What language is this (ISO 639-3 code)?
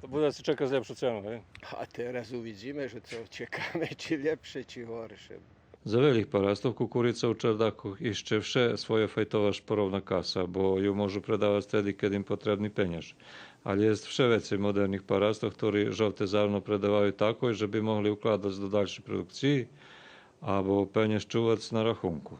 rue